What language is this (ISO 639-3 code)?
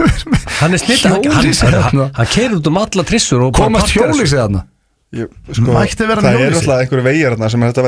isl